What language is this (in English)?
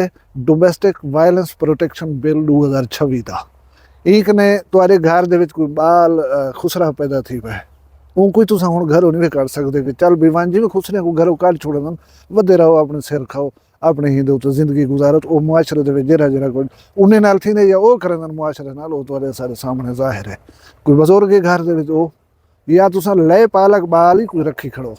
Saraiki